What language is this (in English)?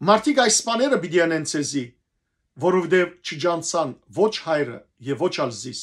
Western Armenian